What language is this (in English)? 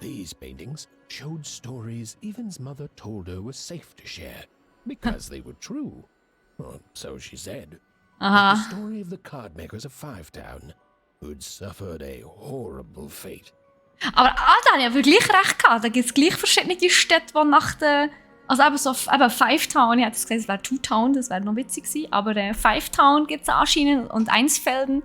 Swiss German